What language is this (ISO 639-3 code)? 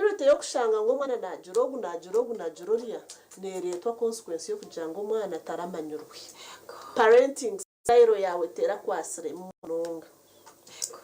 nyn